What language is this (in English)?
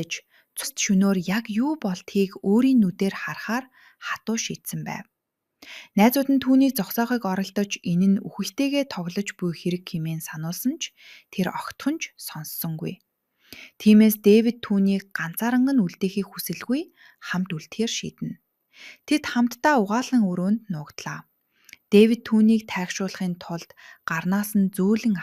Mongolian